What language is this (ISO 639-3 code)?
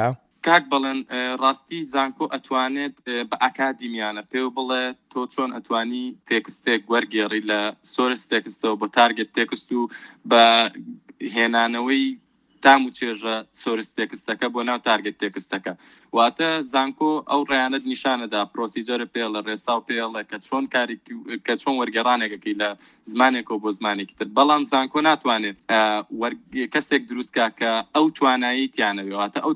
ckb